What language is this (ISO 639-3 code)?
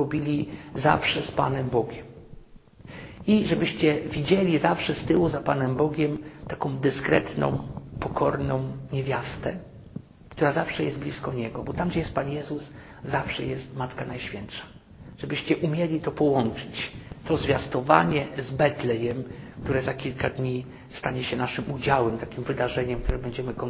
pol